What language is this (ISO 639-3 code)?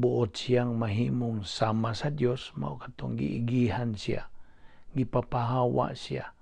ceb